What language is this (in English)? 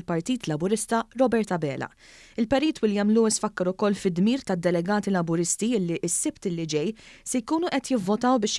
Maltese